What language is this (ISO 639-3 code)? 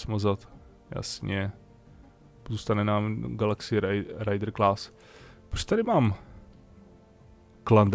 ces